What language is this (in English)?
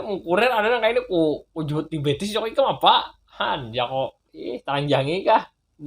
Banjar